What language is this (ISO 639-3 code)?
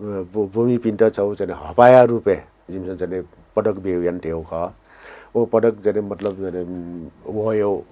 new